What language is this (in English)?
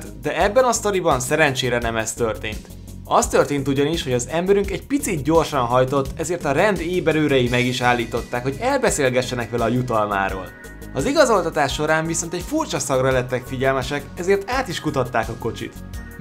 Hungarian